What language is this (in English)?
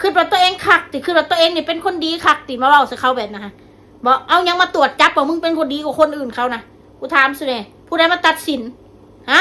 Northeastern Thai